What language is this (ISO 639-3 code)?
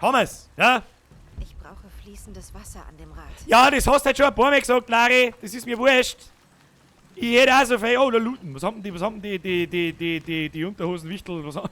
bar